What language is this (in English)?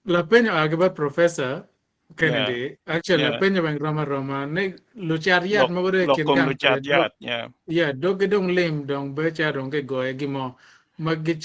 Acoli